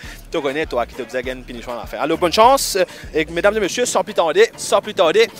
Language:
Morisyen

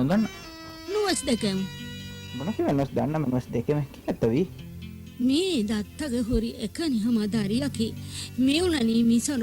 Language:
Divehi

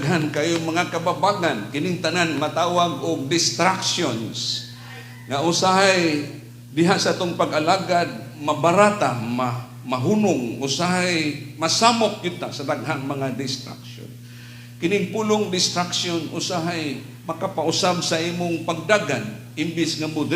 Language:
Cebuano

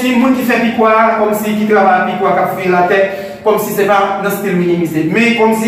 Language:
Haitian Creole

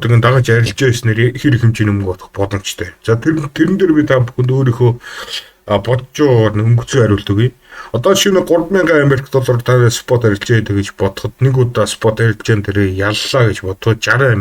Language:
Mongolian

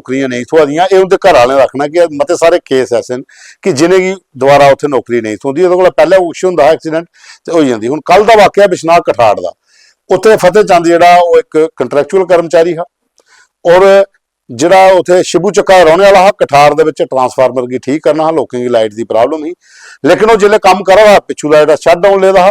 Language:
Dogri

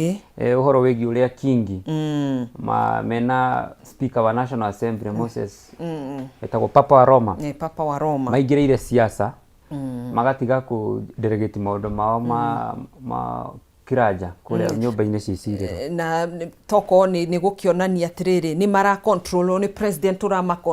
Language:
Kikuyu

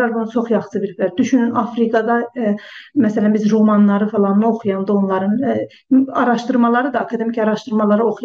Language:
South Azerbaijani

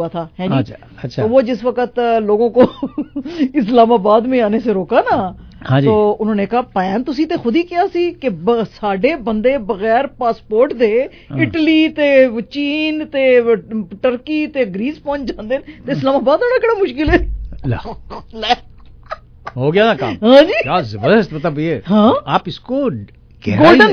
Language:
Urdu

